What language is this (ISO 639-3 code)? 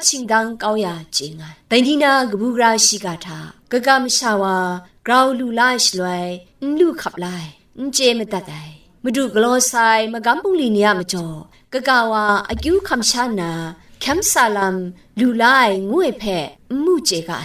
kac